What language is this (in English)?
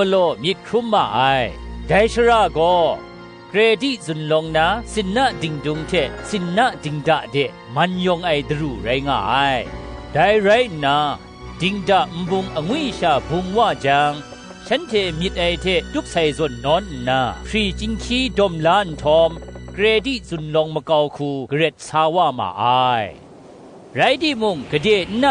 Kachin